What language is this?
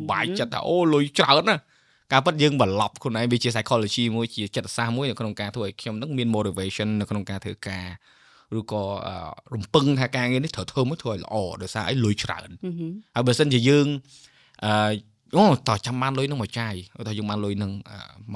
Khmer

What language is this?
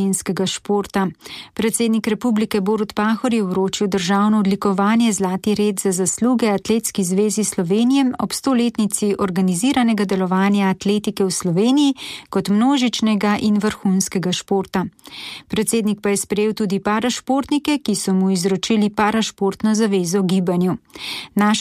Slovenian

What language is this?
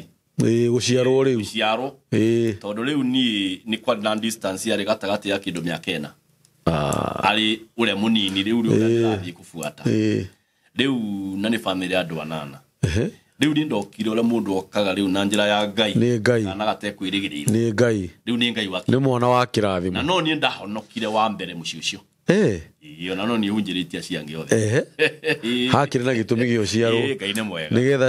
Kikuyu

